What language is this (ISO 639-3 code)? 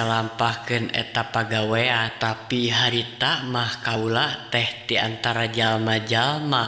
sun